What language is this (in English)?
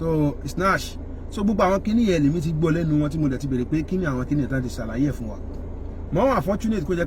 Yoruba